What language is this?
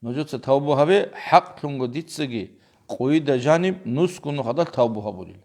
Avaric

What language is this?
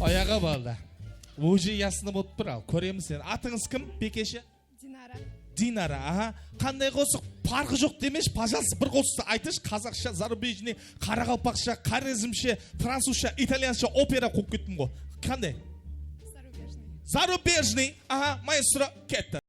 Kara-Kalpak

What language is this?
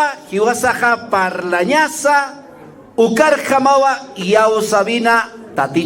Aymara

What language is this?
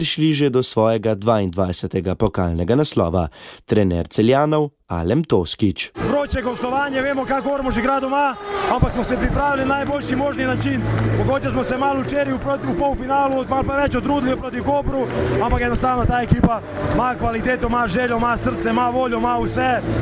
Slovenian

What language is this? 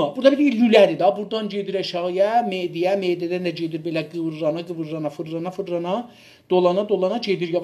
South Azerbaijani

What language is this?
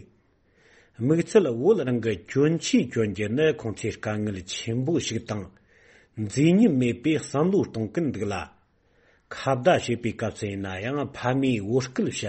Tibetan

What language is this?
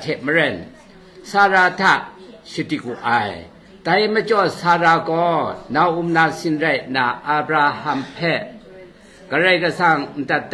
Kachin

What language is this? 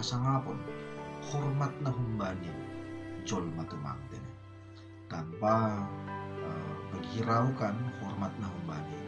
Batak Simalungun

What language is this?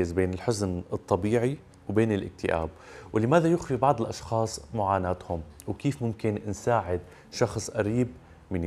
Arabic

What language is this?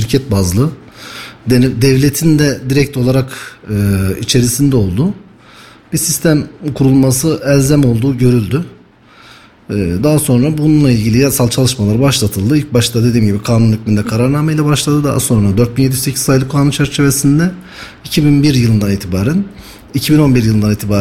Turkish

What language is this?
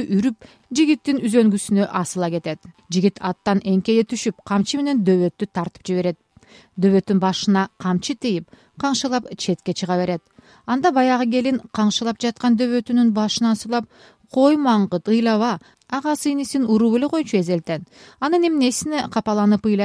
Kyrgyz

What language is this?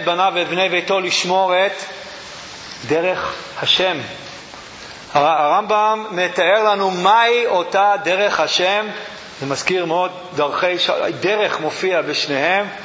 Hebrew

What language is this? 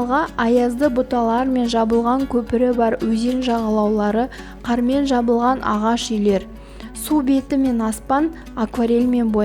Kazakh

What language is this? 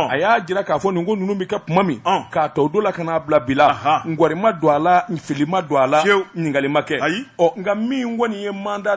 Bambara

